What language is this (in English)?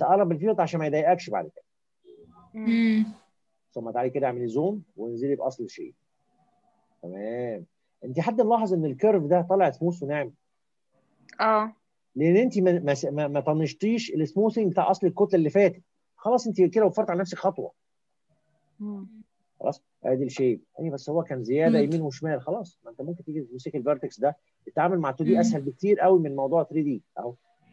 Egyptian Arabic